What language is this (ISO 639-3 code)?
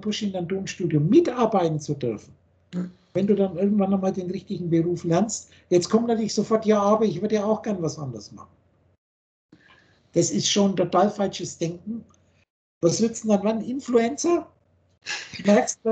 deu